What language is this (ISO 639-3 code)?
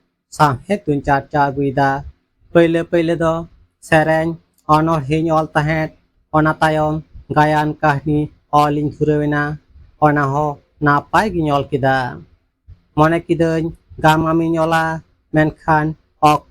sat